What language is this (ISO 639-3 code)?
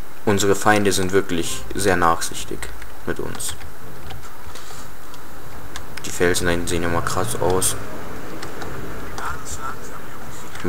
deu